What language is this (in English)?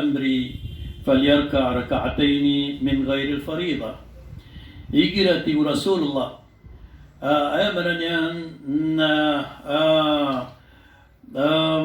Maranao